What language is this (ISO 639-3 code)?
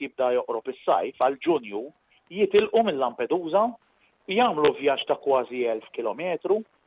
mlt